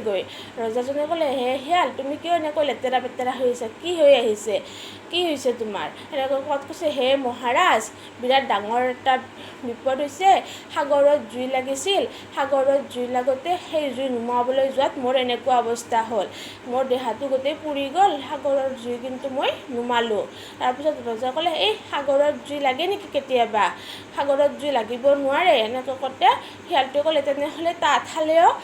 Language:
Assamese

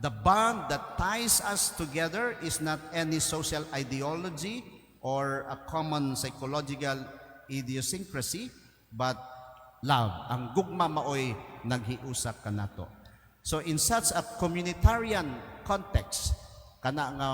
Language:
Cebuano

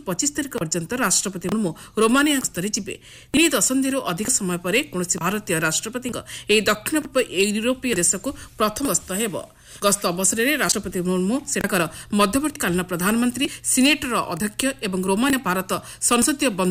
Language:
Odia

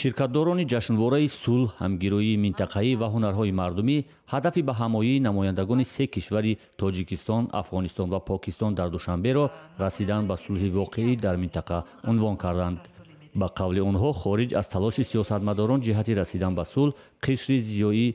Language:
Tajik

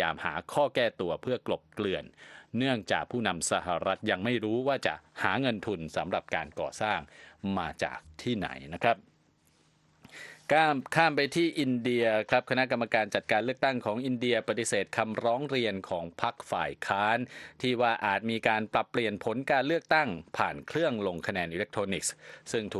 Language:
Thai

